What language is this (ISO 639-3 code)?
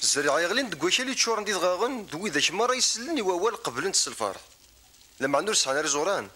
kab